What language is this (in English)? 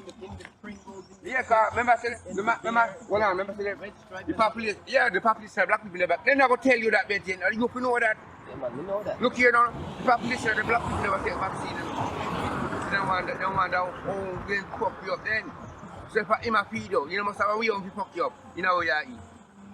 Jamaican Creole English